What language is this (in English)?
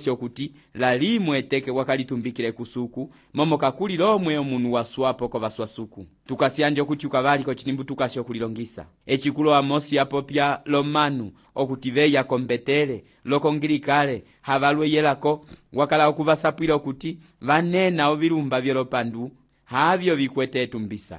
Umbundu